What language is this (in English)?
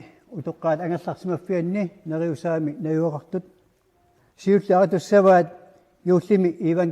Kalaallisut